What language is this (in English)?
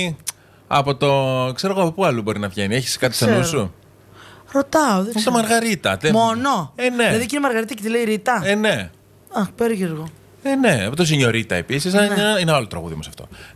Greek